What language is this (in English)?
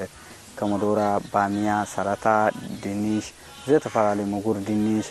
Tigrinya